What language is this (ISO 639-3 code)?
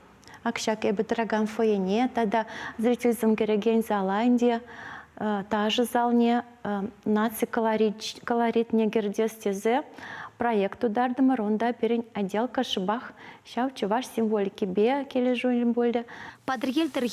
chv